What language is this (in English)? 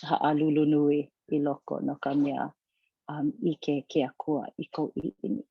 Hawaiian